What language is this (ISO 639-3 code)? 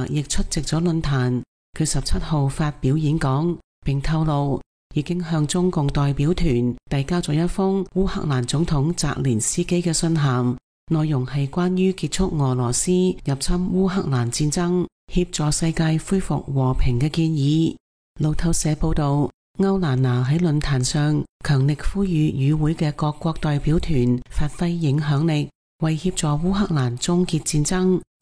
yue